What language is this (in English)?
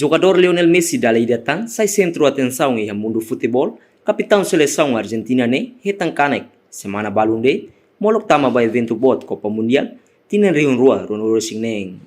Tetum